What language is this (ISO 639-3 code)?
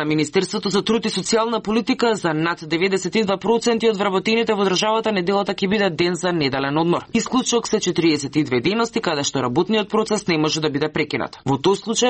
mkd